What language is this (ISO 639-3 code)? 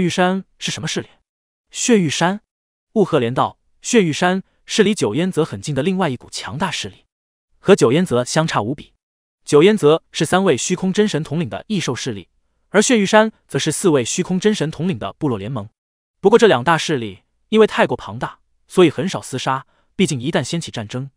zho